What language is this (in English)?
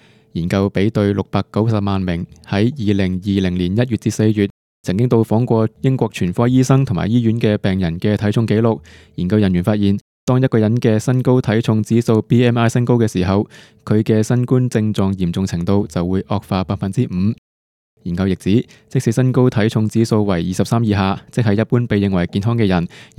Cantonese